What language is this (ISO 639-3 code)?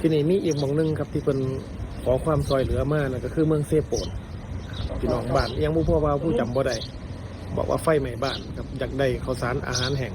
lao